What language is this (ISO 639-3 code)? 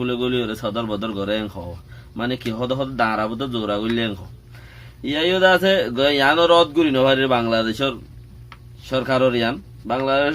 rhg